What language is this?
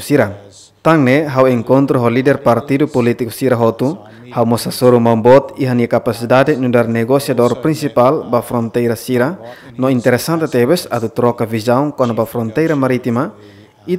Tetum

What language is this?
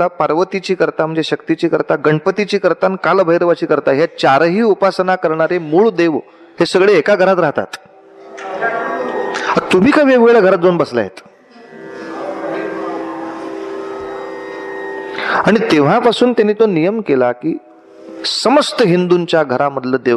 Marathi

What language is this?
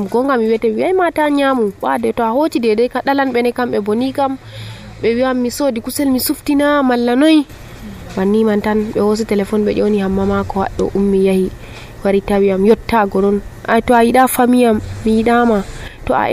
Nigerian Fulfulde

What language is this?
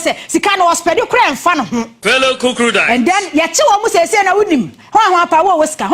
Akan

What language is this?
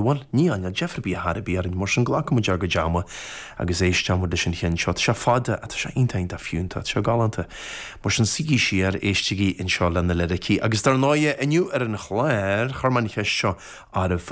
Irish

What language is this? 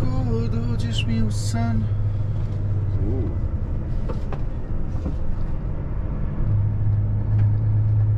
Croatian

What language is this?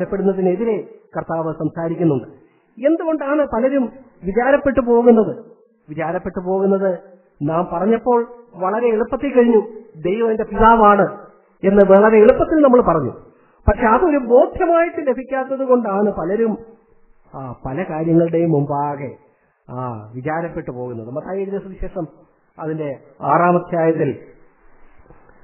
Malayalam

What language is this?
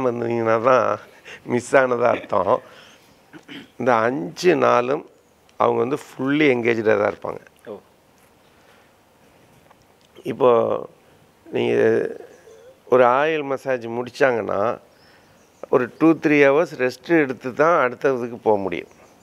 Tamil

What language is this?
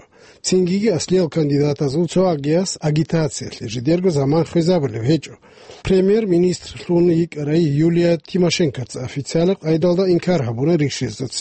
Avaric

